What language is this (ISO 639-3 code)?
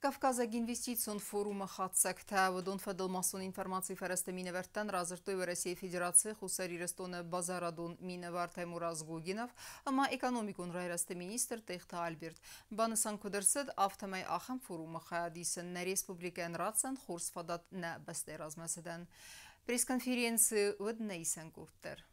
oss